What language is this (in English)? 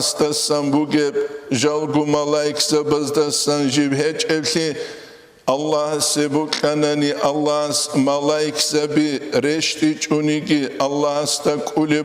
Avaric